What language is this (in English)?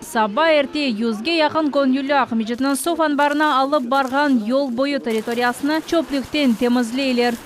Crimean Tatar